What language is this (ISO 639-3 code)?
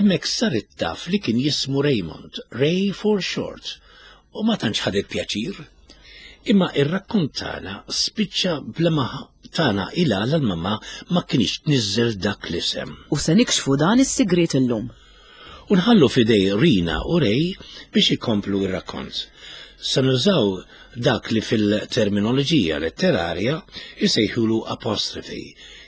mlt